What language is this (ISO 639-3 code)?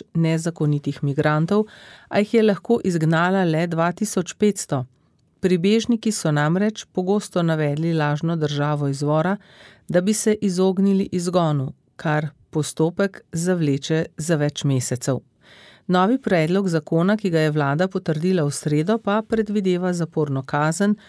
slv